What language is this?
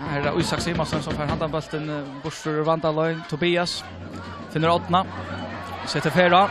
Faroese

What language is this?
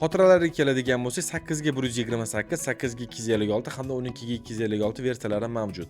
Uzbek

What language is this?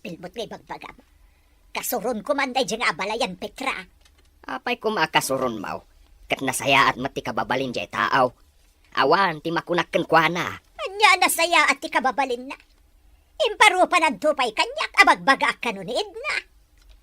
Iloko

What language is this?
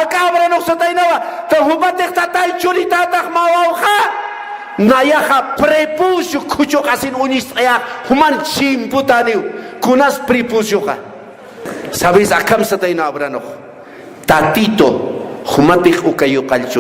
Aymara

